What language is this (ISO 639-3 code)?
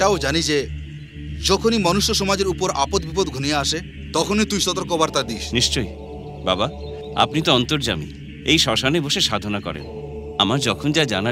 ben